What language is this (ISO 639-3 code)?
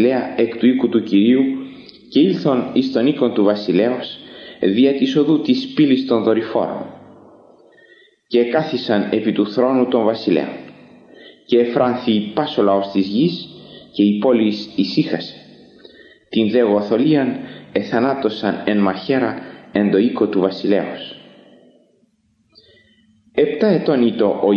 ell